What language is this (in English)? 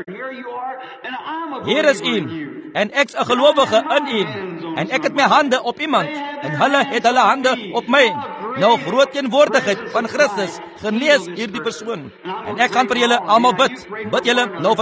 Afrikaans